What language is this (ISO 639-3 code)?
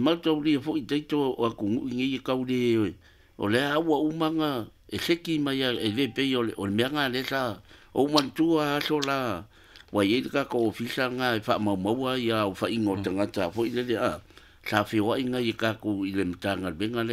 smo